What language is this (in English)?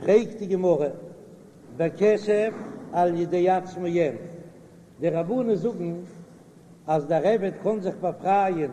Yiddish